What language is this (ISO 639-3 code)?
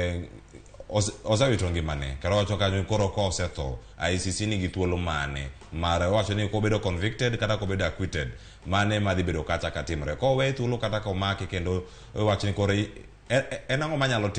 luo